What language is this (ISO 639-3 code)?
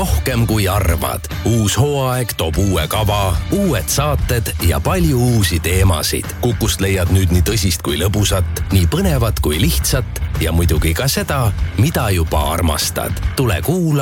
est